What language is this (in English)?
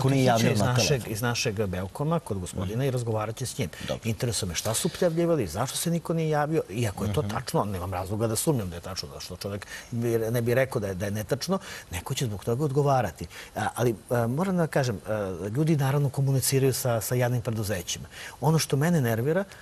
Serbian